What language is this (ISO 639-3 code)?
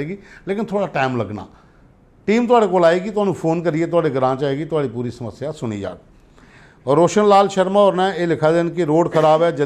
doi